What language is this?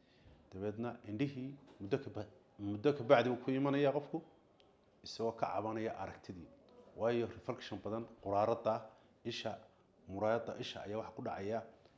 Somali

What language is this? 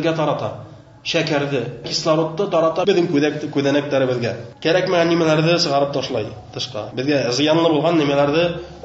Bashkir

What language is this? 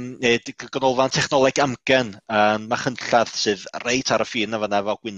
Welsh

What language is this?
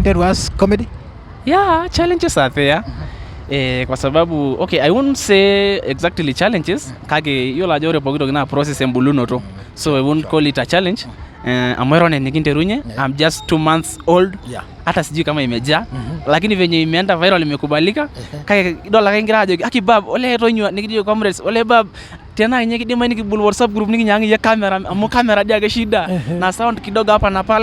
Masai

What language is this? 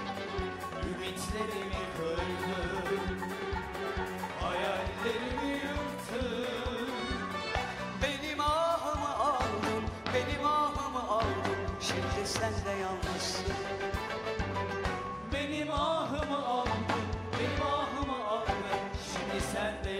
Turkish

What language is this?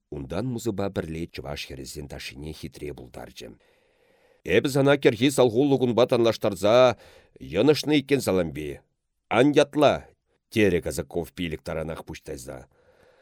Chuvash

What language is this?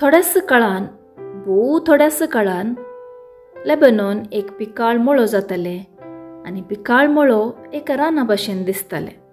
Konkani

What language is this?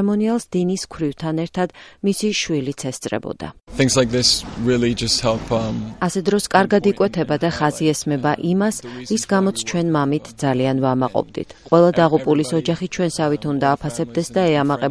Georgian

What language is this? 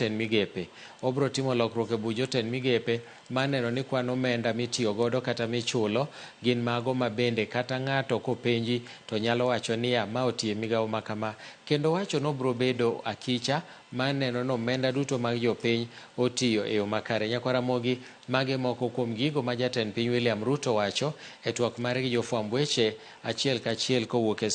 Luo (Kenya and Tanzania)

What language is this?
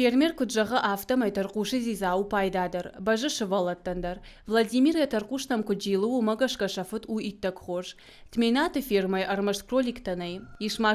Ossetic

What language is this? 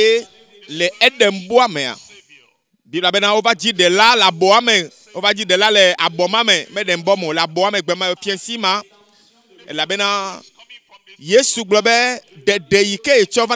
Ewe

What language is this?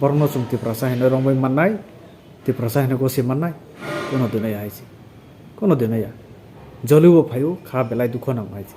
Kok Borok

